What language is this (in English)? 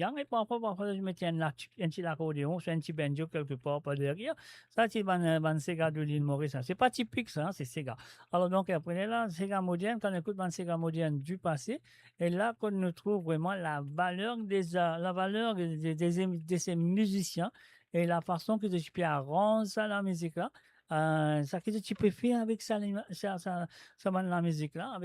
Morisyen